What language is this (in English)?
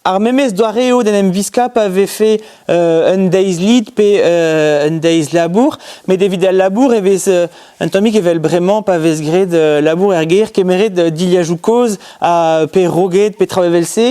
Breton